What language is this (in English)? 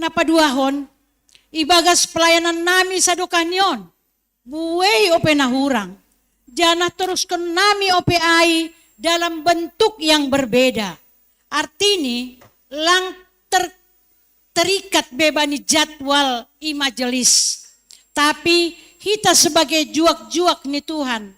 Batak Simalungun